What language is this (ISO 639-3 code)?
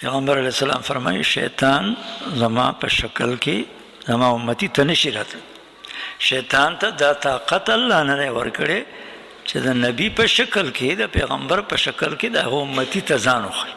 pus